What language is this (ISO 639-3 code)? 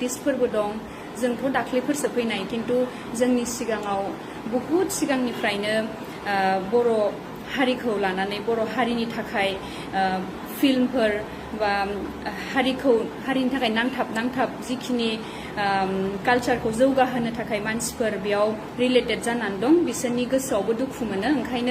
brx